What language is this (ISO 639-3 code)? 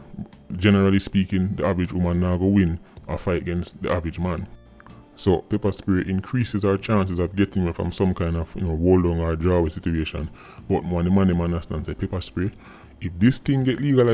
jam